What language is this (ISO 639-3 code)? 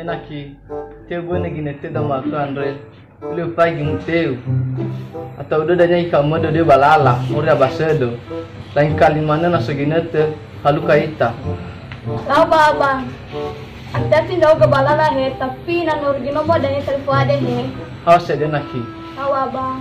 nia